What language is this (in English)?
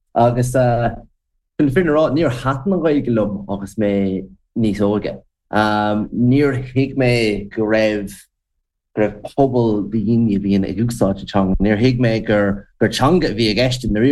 Irish